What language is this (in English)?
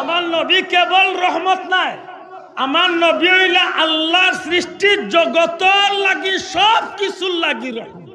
Sylheti